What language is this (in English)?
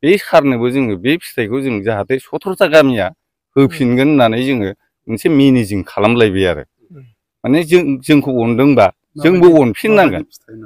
Bodo